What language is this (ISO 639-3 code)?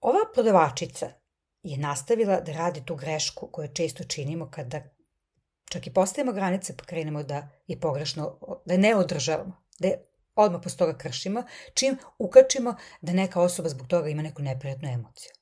srp